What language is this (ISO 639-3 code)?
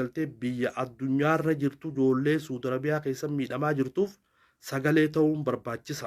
orm